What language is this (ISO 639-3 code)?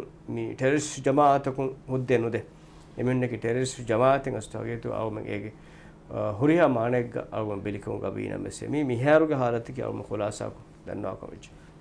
div